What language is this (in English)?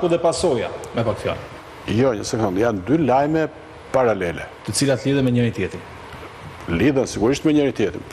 Albanian